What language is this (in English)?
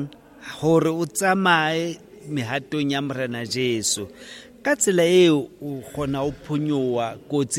Southern Sotho